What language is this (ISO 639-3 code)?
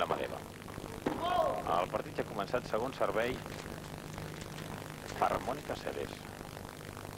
cat